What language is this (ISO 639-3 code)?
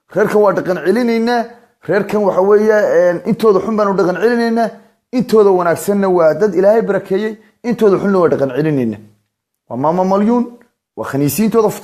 som